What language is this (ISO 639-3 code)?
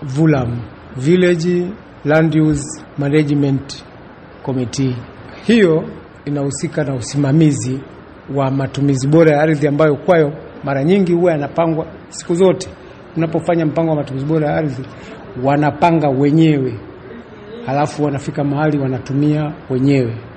swa